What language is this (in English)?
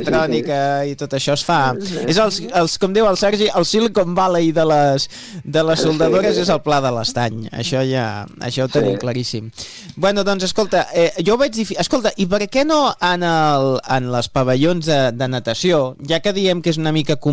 Catalan